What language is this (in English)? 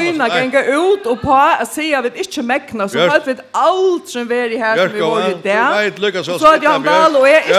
Faroese